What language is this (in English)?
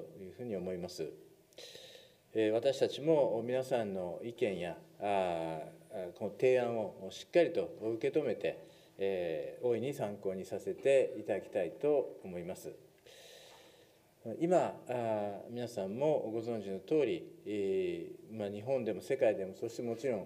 Japanese